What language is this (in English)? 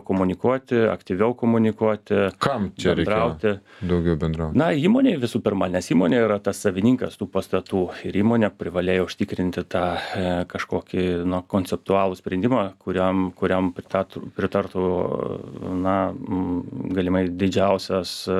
Lithuanian